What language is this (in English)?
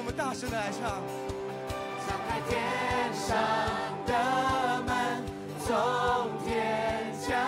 Chinese